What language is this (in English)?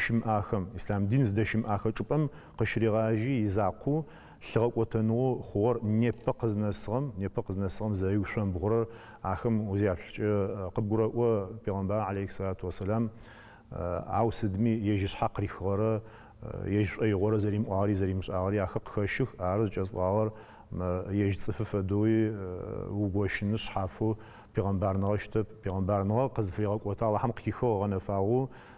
Adyghe